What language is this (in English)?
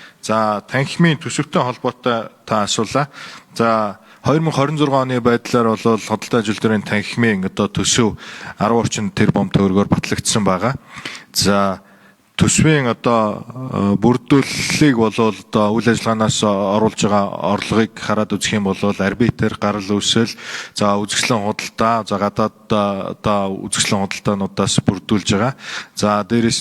Mongolian